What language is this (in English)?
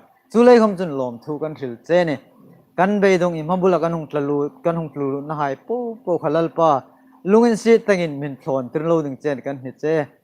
Hmar